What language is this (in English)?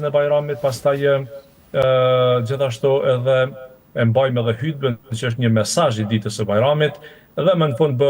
Albanian